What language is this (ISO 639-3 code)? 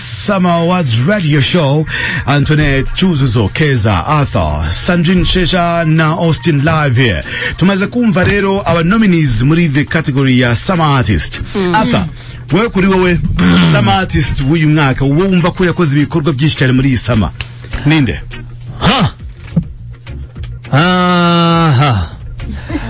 kin